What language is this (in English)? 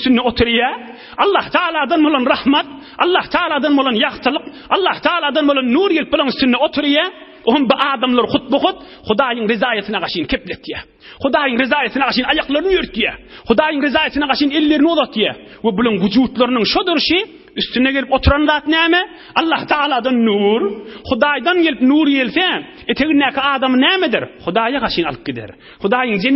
Turkmen